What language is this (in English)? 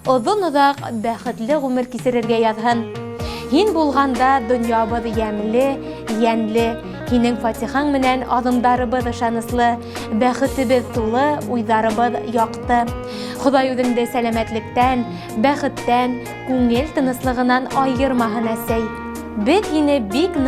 Bashkir